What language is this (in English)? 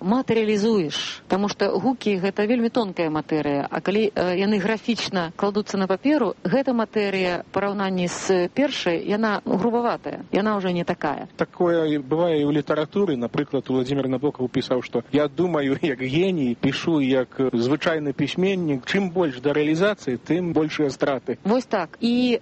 Belarusian